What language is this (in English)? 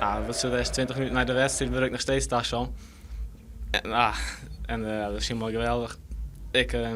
Western Frisian